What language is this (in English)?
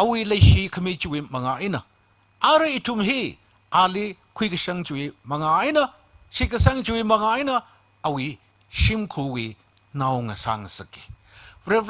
Tangkhul Naga (India)